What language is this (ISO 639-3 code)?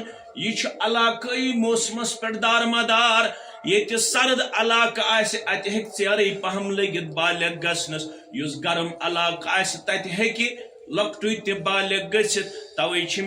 kas